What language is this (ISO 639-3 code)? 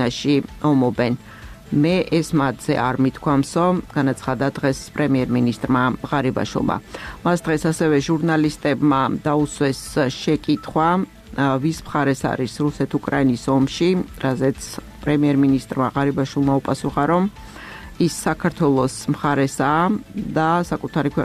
kat